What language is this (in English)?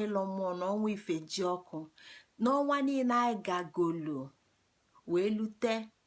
Igbo